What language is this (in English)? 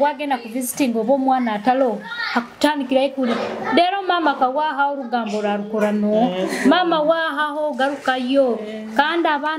Tooro